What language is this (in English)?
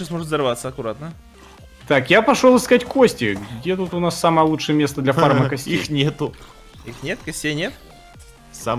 Russian